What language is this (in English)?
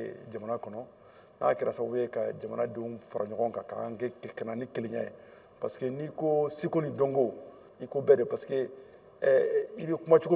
Bambara